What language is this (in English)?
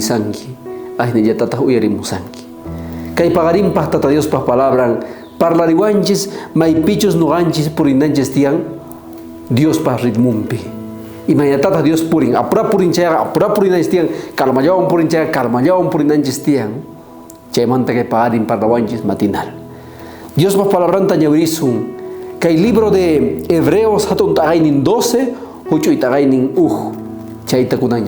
South Bolivian Quechua